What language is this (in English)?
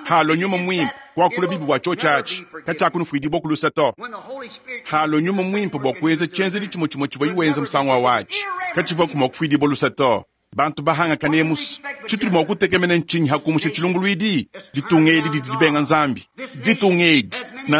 Luba-Lulua